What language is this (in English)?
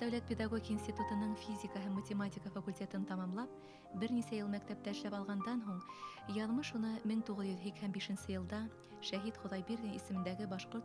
Bashkir